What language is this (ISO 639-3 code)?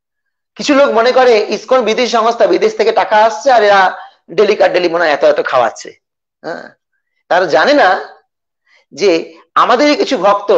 ben